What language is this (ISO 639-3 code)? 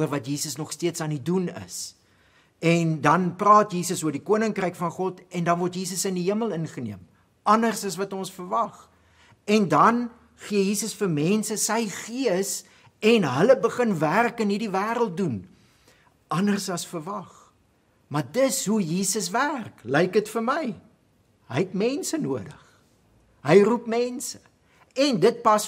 afr